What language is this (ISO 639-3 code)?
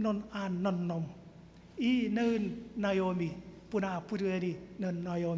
chk